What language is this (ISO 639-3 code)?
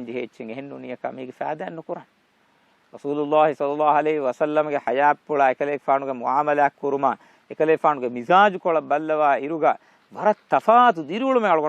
div